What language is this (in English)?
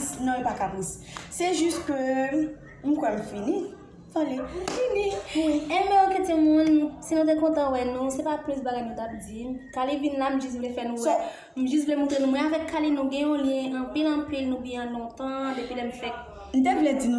Haitian Creole